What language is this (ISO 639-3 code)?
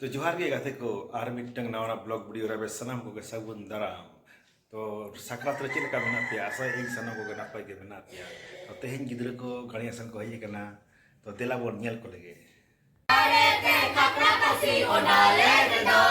sat